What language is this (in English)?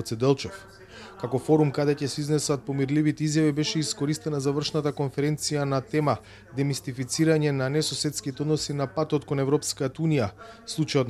Macedonian